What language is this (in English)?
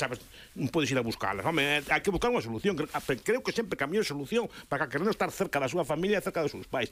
Galician